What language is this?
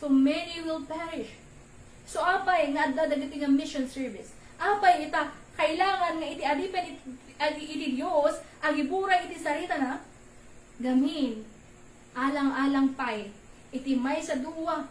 Iloko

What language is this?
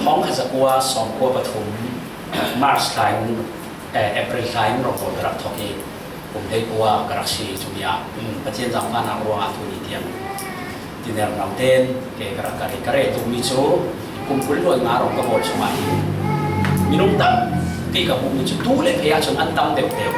Falam Chin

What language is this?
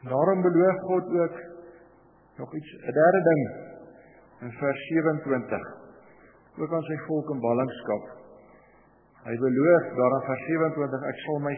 Afrikaans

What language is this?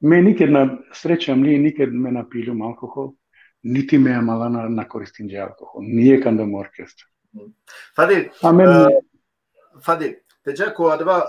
Balkan Romani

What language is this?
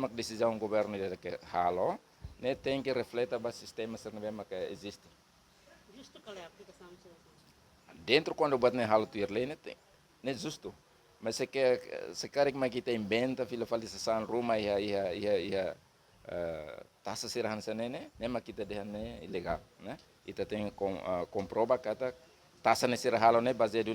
Tetum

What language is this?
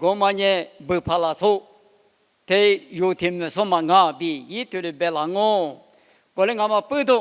Lisu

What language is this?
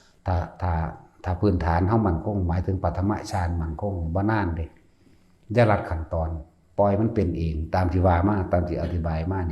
Northeastern Thai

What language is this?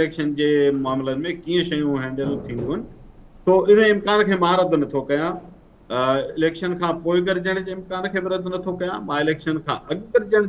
Sindhi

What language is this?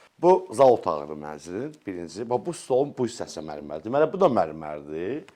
Azerbaijani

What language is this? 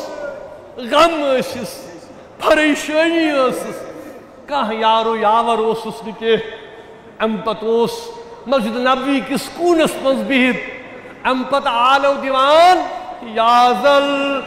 Kashmiri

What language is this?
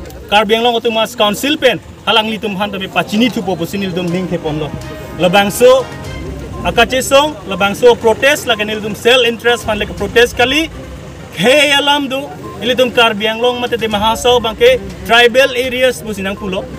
Karbi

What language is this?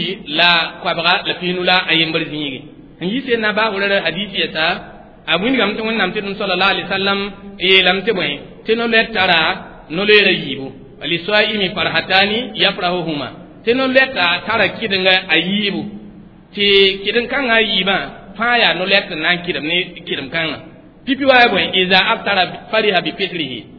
Mossi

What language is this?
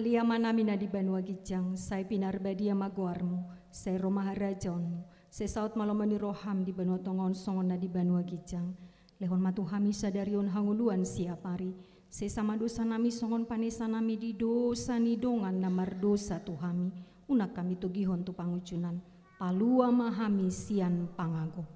Batak Toba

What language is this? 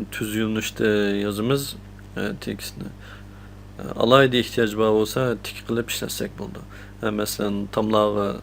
Uyghur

